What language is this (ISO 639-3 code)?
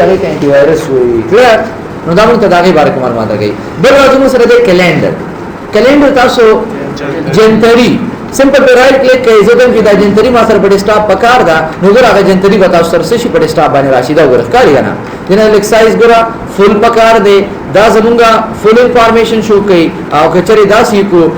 pus